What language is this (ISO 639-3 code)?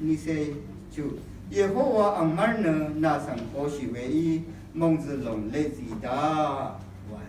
raw